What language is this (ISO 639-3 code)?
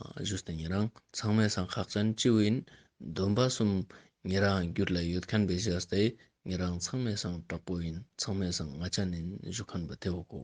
lbj